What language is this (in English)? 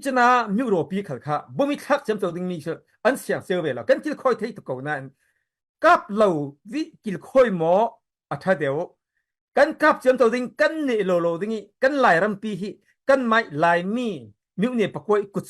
Falam Chin